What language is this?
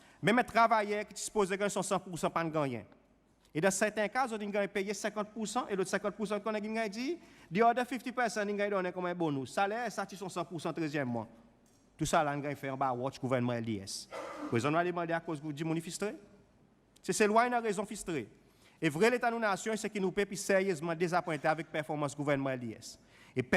Seselwa Creole French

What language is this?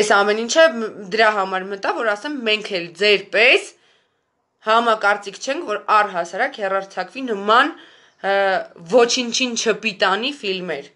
Armenian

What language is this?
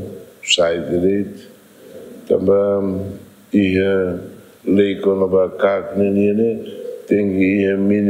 Tetum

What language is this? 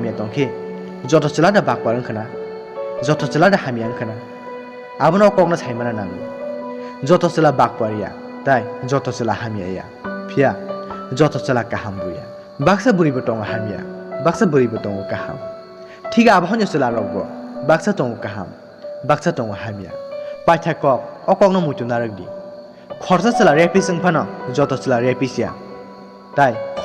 Kok Borok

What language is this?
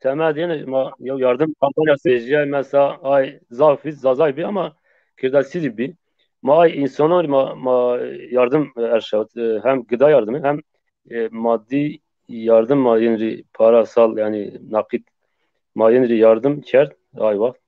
Zaza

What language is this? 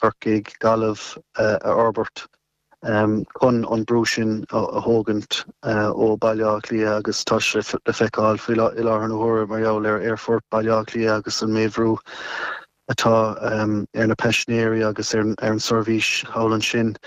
Irish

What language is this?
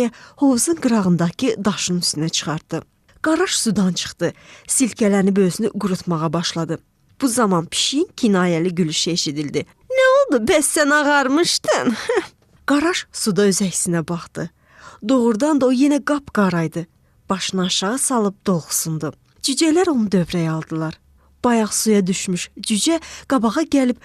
Azerbaijani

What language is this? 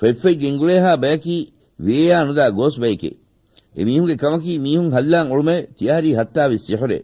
Divehi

